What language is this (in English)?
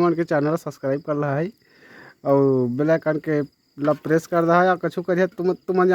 Chhattisgarhi